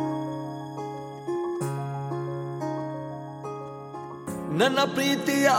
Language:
Kannada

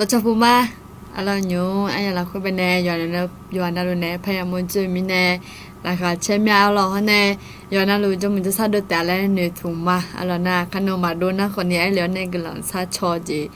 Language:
Akha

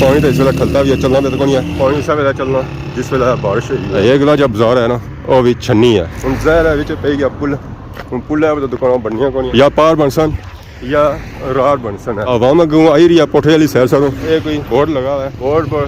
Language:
Pahari-Potwari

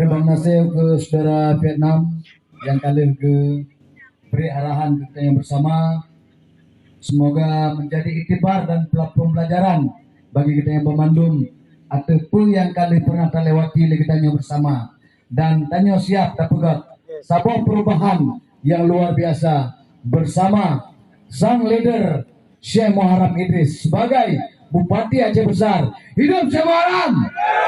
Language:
Achinese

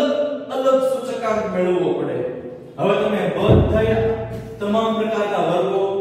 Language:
Gujarati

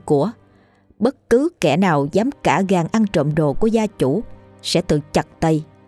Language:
Vietnamese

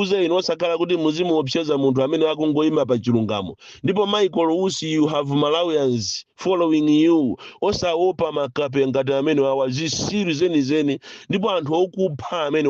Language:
Nyanja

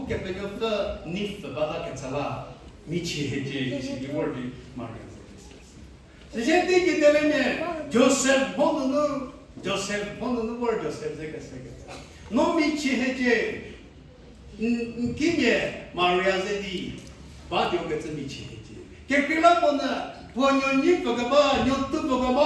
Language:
Angami Naga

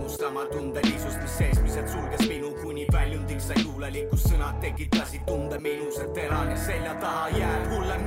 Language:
Estonian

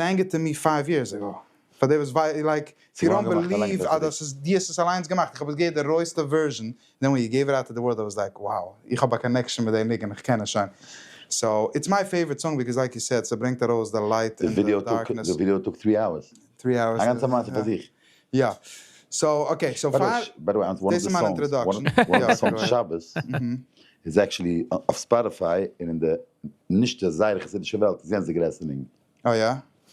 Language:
Yiddish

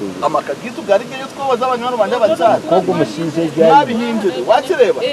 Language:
Nyankole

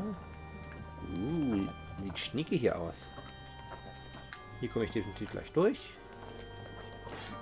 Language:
German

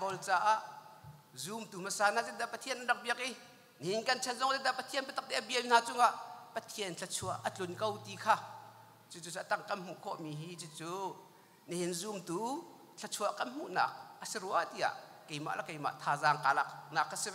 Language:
Hakha Chin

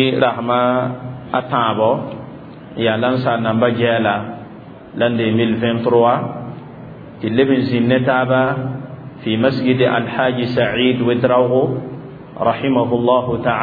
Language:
Mossi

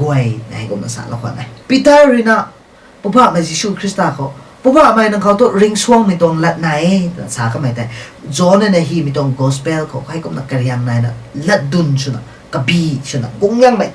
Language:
Rongmei Naga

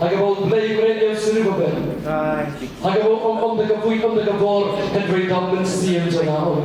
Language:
Khasi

